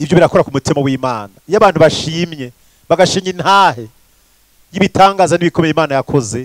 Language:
Rundi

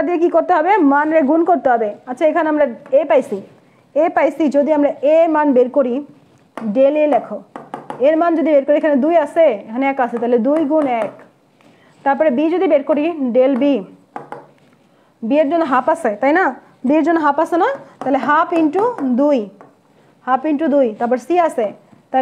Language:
Bangla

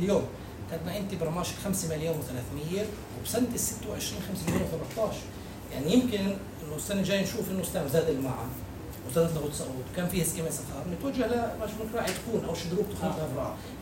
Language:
North Levantine Arabic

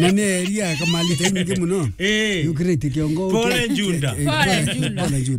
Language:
Meru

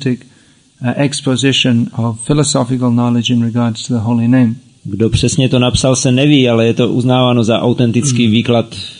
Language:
Czech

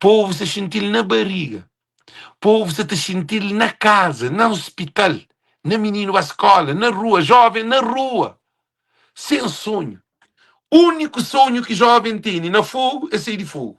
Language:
Kabuverdianu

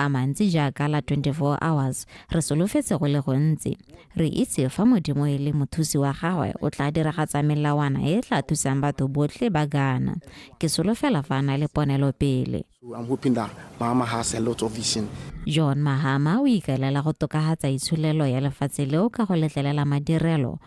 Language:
Tswana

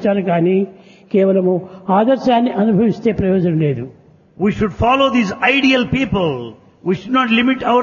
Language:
Telugu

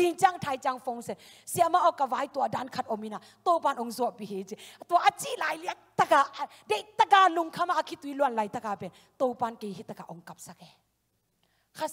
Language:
Thai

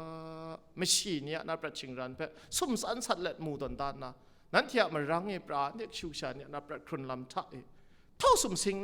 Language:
Kachin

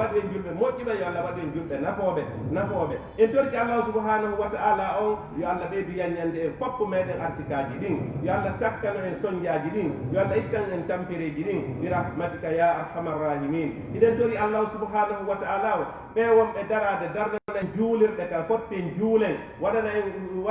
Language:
Fula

